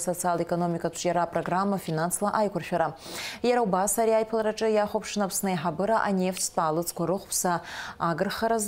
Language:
Abkhazian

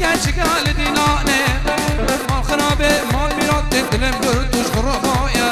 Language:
Kurdish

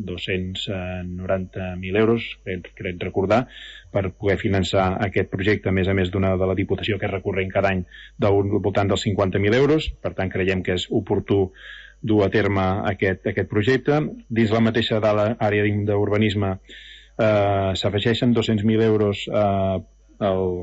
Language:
Catalan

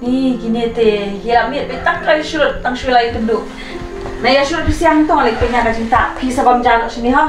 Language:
Khasi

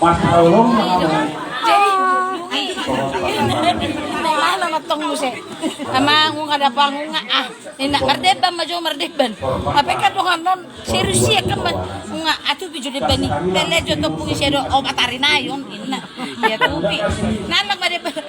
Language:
Batak Toba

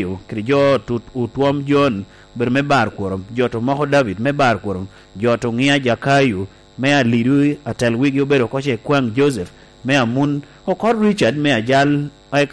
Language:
Lango (Uganda)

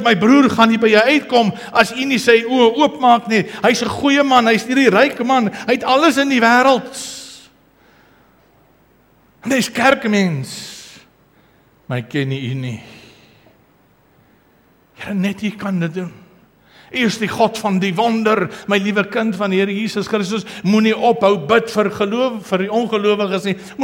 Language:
Afrikaans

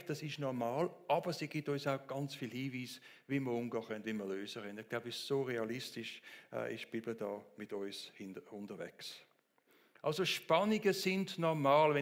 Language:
Swiss German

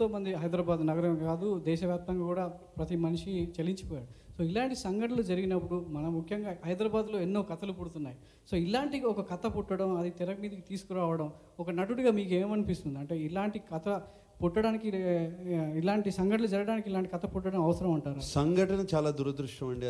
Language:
Telugu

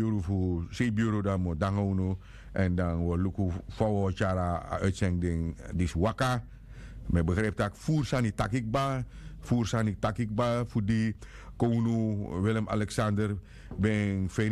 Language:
Sranan Tongo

